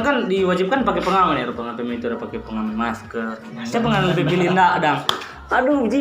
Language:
Manado Malay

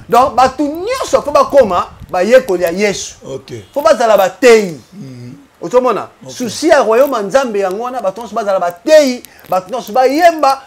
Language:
Lingala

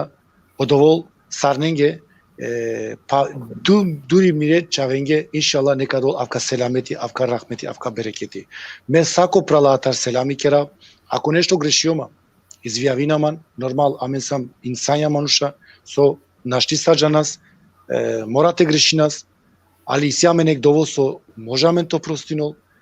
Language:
Balkan Romani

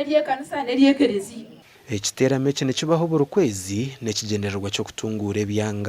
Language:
Nyankole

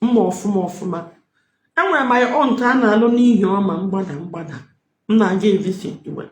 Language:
Igbo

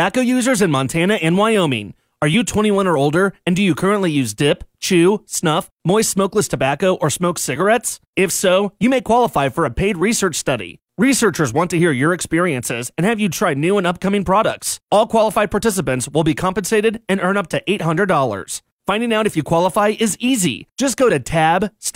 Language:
English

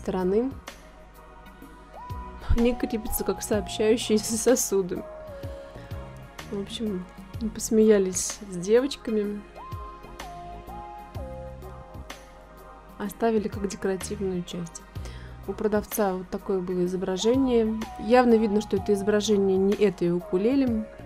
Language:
Russian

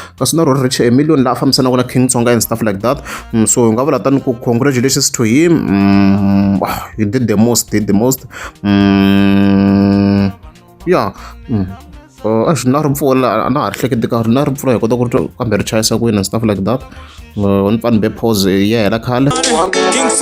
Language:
Tsonga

